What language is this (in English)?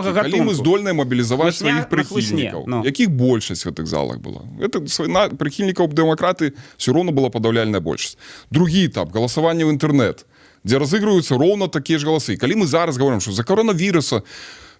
Belarusian